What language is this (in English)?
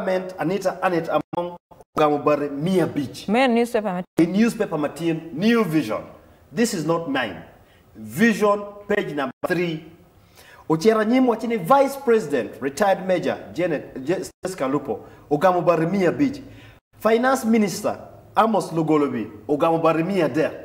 Acoli